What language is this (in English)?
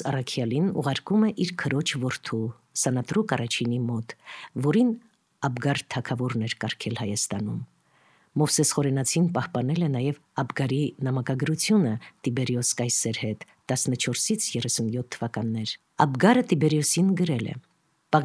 Armenian